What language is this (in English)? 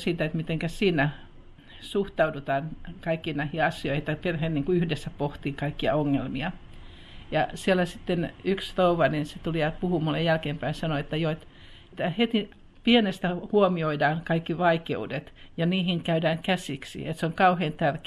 Finnish